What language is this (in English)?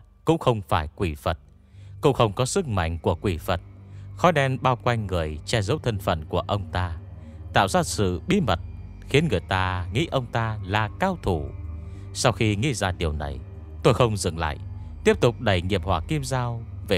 Vietnamese